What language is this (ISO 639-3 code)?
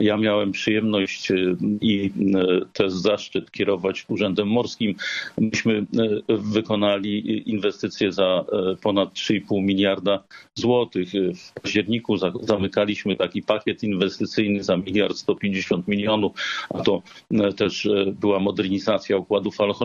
pol